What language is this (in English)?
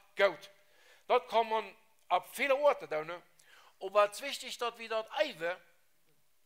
Plautdietsch